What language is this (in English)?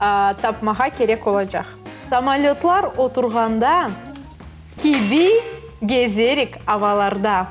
Crimean Tatar